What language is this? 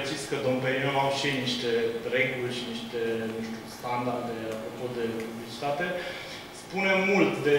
Romanian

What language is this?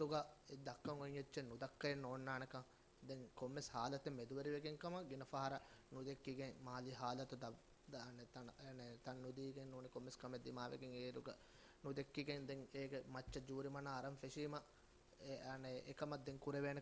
Divehi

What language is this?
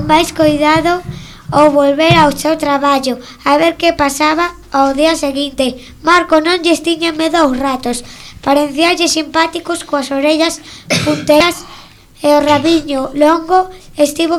Galician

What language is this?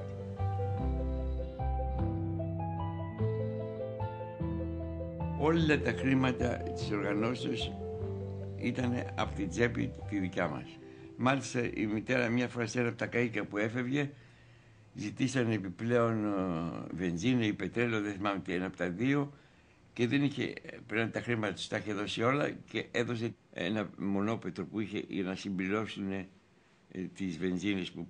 Greek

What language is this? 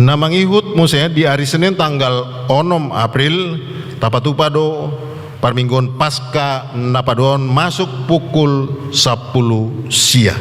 Batak Toba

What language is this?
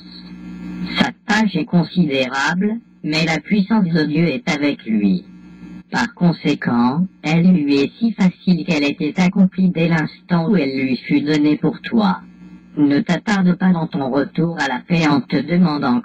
French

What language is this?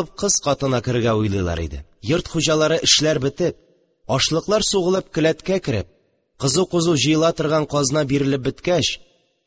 Tatar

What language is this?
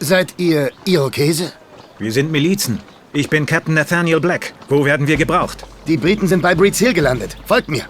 Bavarian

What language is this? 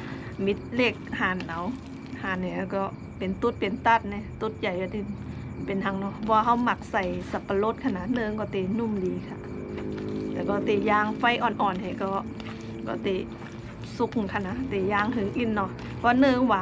Shan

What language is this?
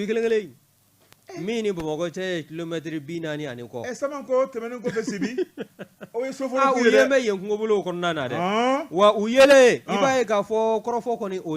Bambara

